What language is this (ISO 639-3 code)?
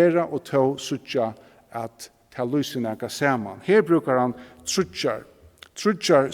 fao